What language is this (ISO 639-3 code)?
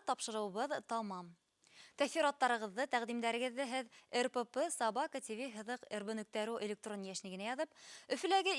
bak